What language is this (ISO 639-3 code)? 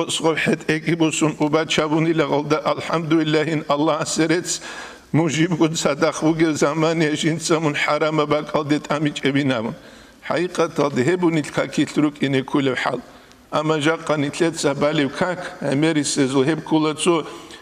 ava